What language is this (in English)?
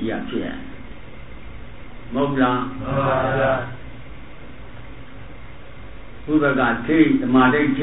Burmese